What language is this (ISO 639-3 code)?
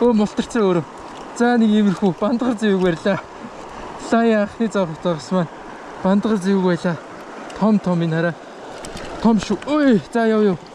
mon